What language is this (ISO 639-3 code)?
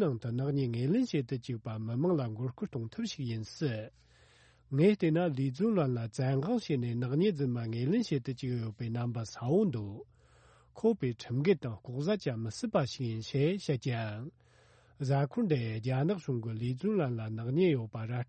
bod